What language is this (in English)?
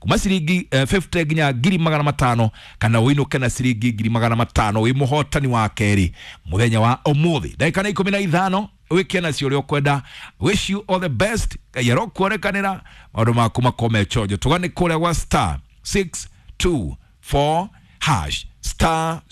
Kikuyu